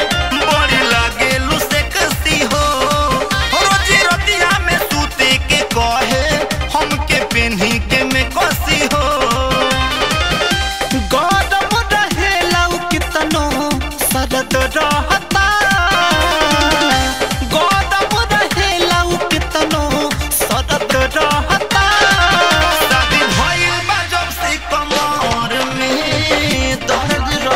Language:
Bhojpuri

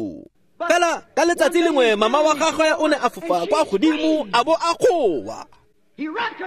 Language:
Tswana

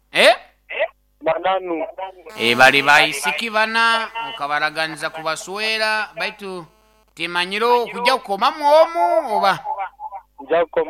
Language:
Nyoro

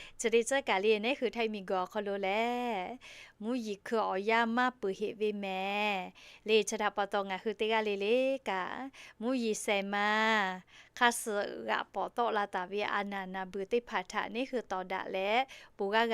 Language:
Lahu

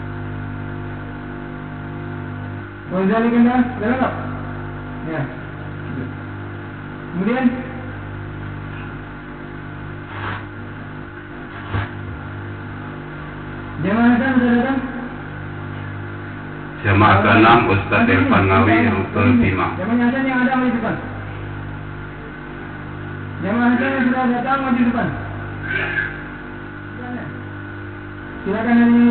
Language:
Indonesian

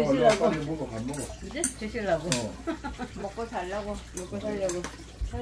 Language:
Korean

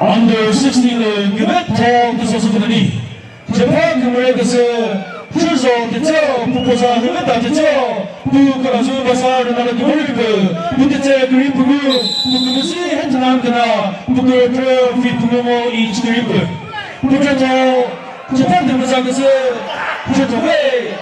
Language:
Chokri Naga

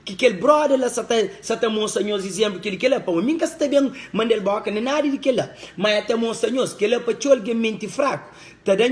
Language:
Kabuverdianu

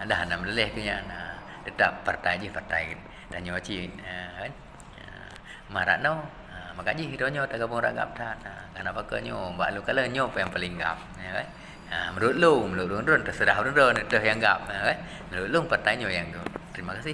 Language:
Achinese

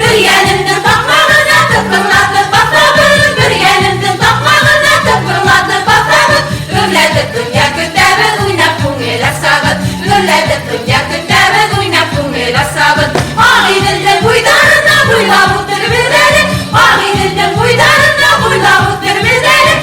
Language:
Bashkir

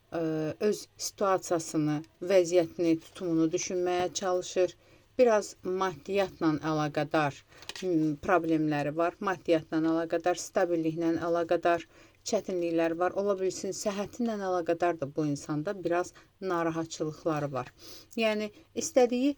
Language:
Azerbaijani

